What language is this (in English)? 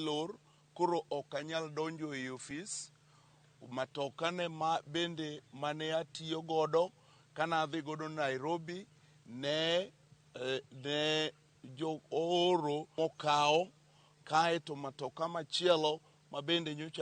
Luo (Kenya and Tanzania)